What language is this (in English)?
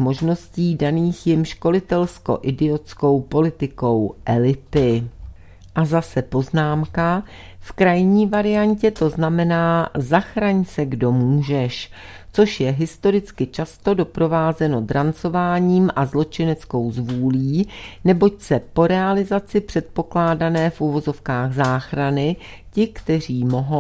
Czech